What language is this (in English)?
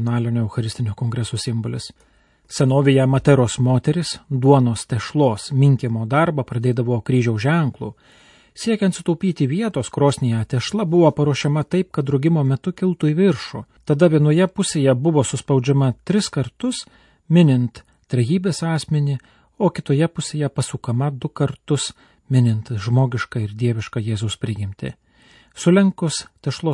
Lithuanian